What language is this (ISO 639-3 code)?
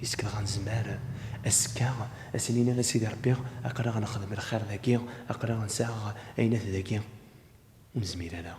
kab